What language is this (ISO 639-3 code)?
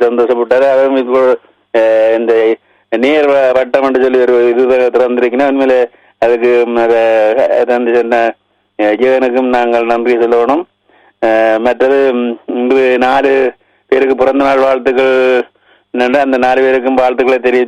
tam